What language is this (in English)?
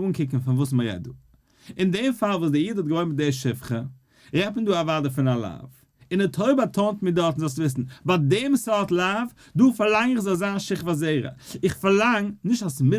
Yiddish